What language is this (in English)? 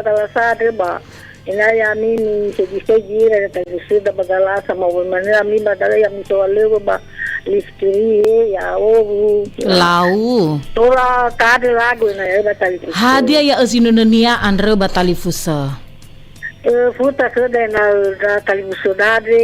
Nias